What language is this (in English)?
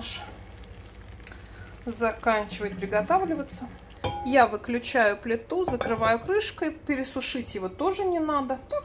Russian